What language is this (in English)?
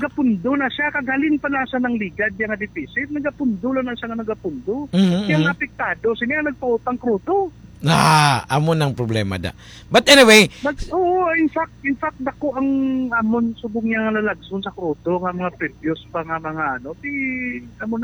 Hiligaynon